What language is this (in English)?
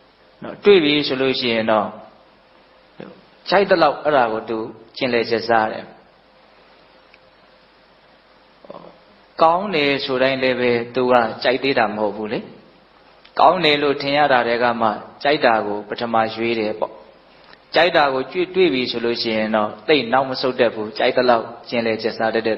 Burmese